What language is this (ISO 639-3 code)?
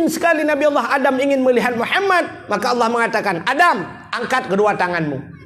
ace